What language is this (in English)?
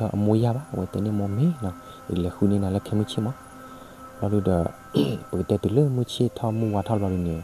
S'gaw Karen